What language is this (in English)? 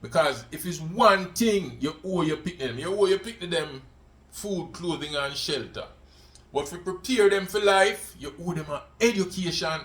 Jamaican Creole English